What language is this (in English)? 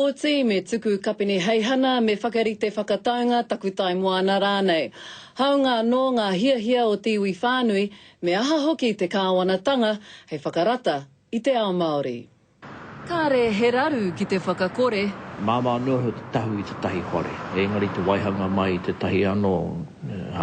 Māori